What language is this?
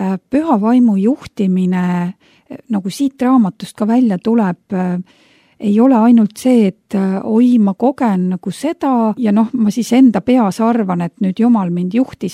Estonian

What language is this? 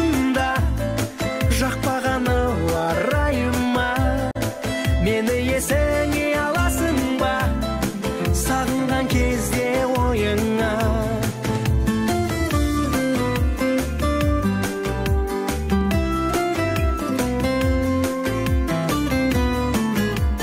Kazakh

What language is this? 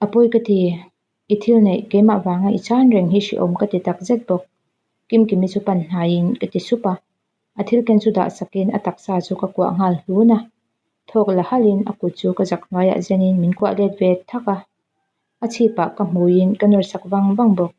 Mizo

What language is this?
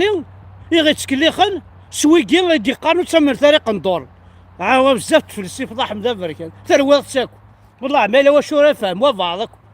Kabyle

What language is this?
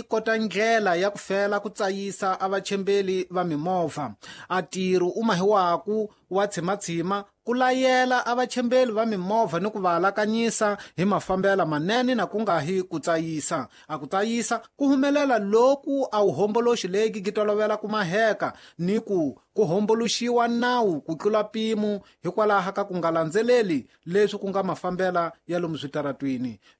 Tsonga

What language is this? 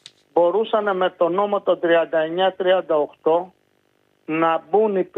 Greek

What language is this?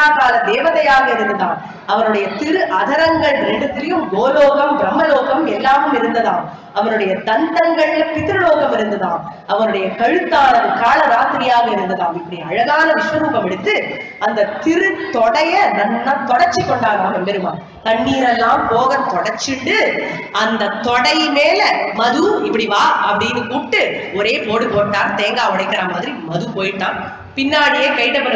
Tamil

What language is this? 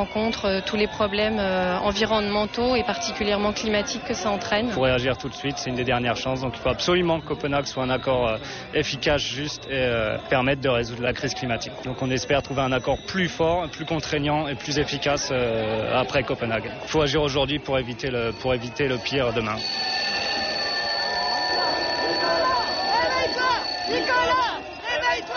French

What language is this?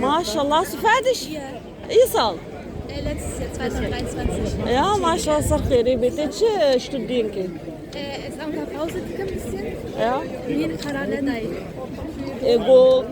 Kurdish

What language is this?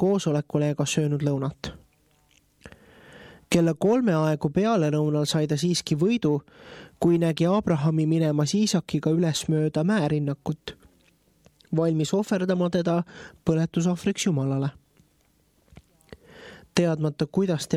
Estonian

